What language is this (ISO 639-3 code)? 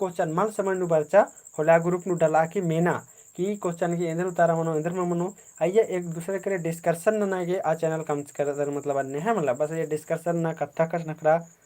kru